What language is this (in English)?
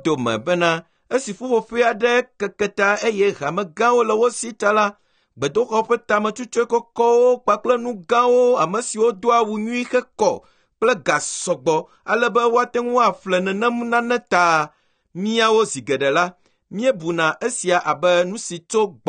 Ewe